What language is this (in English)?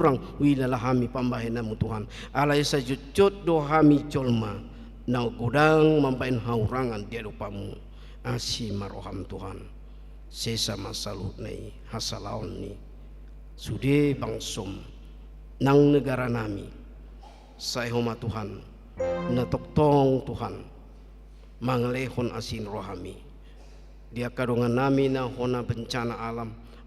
Batak Toba